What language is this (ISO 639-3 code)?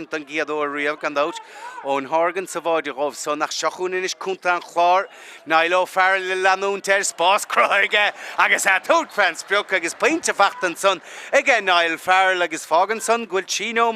gle